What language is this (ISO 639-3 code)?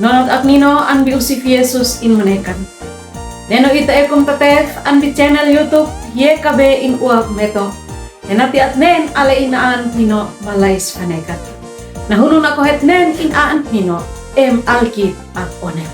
aoz